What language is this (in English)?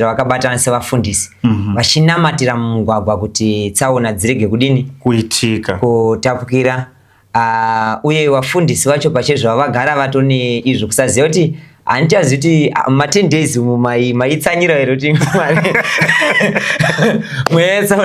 Shona